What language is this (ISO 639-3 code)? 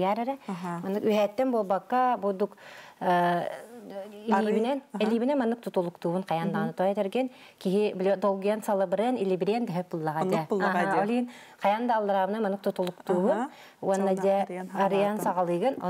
sah